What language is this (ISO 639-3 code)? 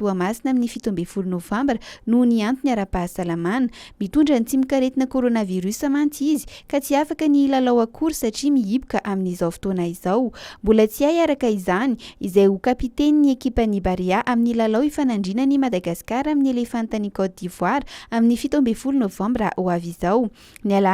mlg